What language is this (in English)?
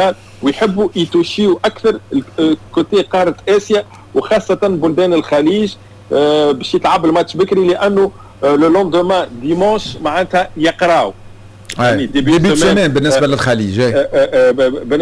Tunisian Arabic